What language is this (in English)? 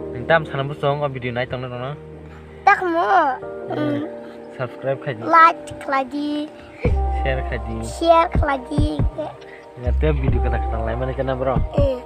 Kok Borok